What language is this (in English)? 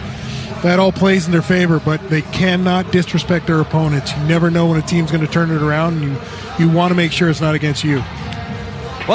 English